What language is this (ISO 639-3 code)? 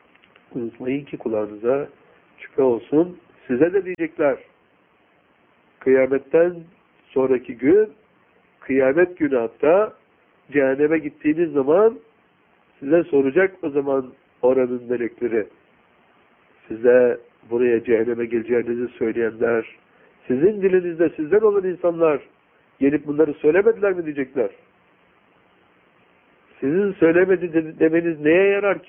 tur